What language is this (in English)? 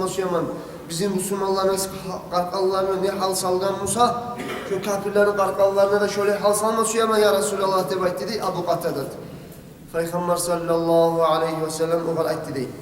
Kumyk